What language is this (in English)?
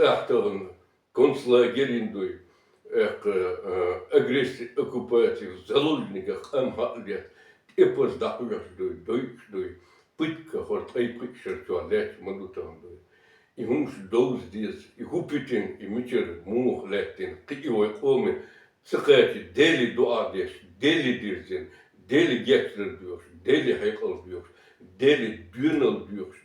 Chechen